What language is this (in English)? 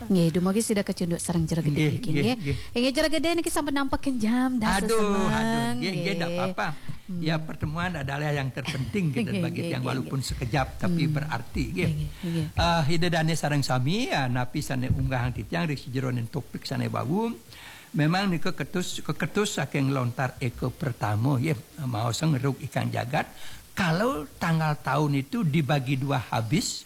Balinese